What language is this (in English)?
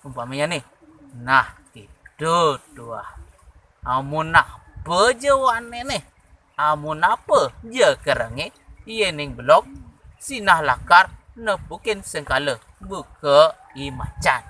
Balinese